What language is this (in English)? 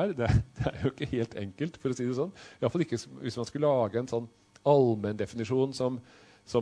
Norwegian